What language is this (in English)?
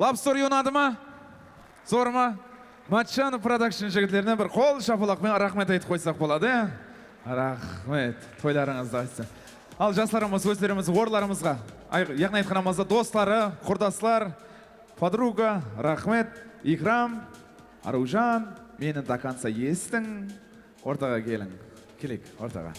Kara-Kalpak